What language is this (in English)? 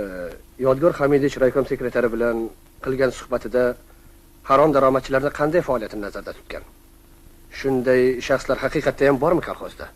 Uzbek